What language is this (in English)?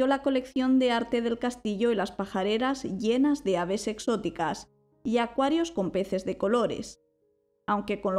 Spanish